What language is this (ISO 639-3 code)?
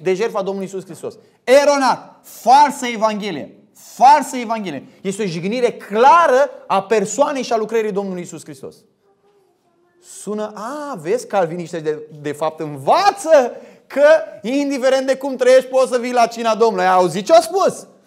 ron